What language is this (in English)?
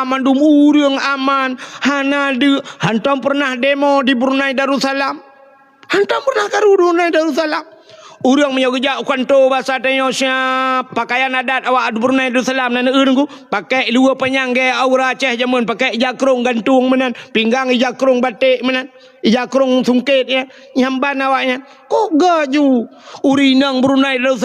Achinese